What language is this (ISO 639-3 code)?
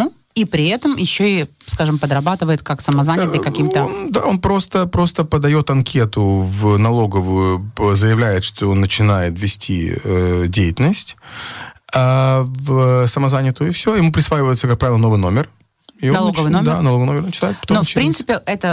rus